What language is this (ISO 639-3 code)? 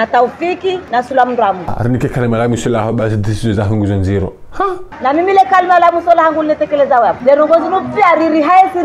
zdj